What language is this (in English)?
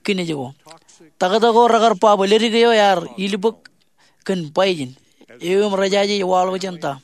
Marshallese